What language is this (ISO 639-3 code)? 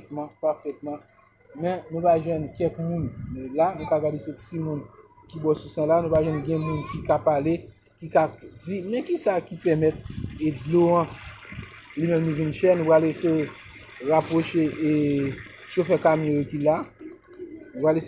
hat